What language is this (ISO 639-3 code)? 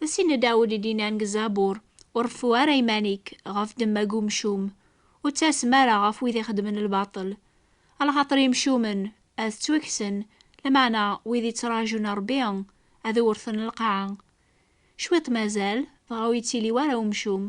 kab